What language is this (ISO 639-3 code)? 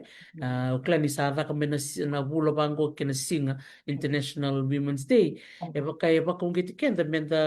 fij